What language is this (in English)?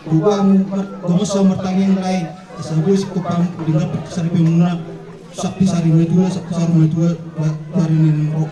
Batak Toba